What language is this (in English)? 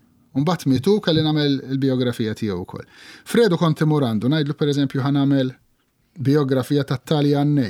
Maltese